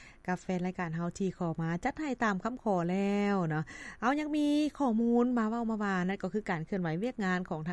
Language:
Lao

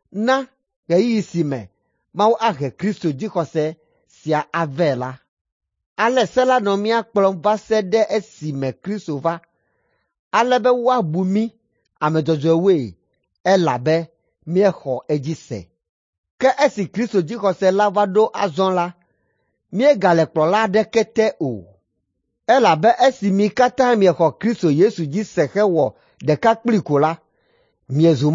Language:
Ewe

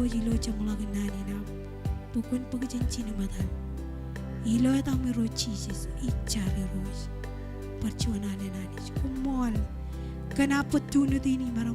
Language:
Marshallese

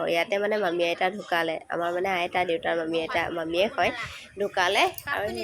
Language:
Assamese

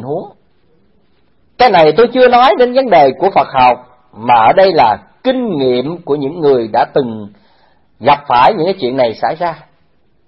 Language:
Vietnamese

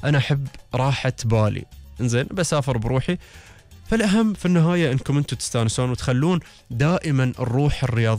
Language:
Gulf Arabic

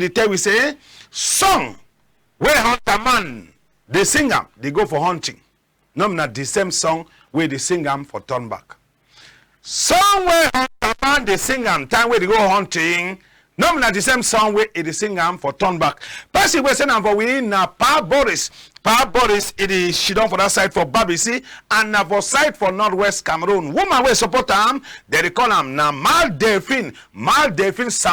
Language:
Cameroon Pidgin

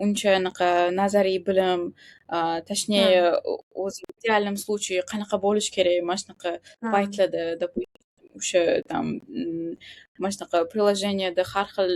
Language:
Uzbek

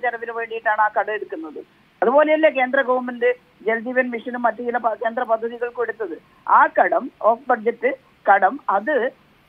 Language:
Malayalam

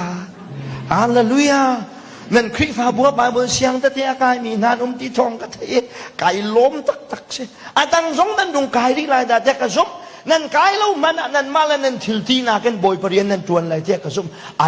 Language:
Hakha Chin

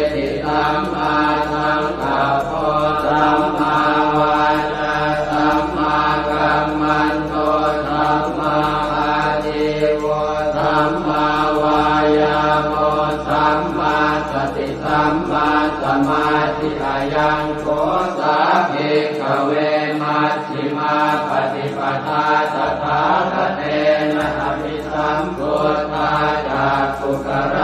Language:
Pali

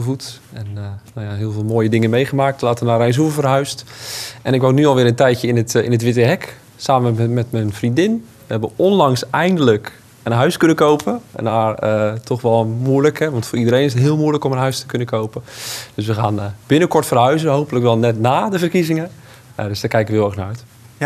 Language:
Dutch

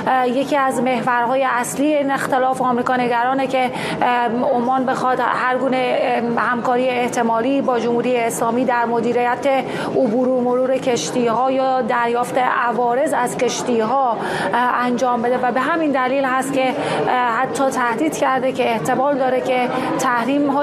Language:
Persian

